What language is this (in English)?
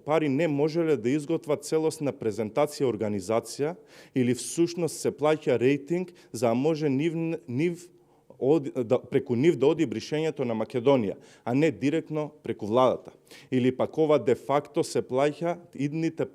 Macedonian